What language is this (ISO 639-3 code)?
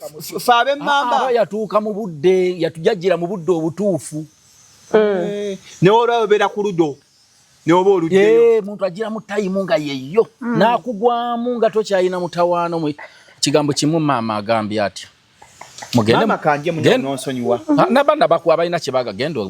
lug